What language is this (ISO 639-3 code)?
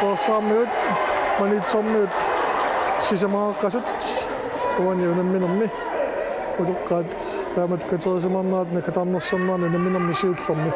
kal